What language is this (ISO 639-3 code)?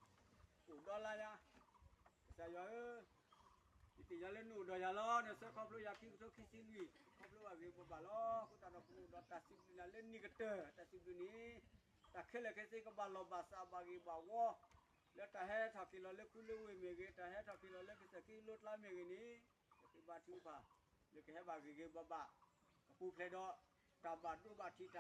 ksw